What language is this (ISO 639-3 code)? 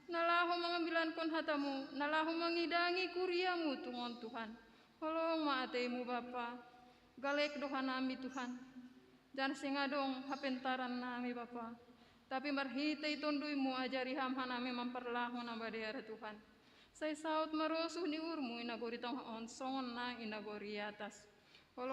bts